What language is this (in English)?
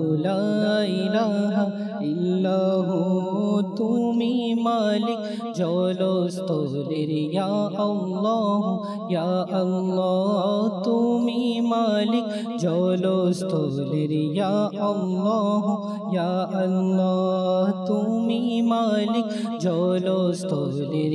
Bangla